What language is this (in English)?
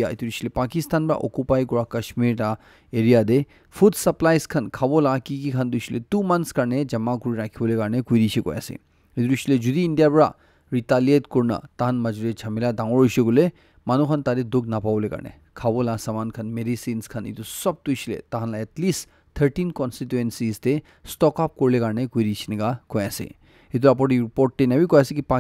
Naga Pidgin